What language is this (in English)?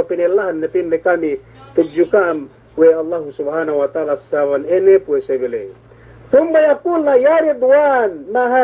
Yakan